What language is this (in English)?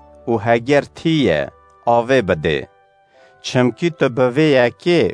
Kurdish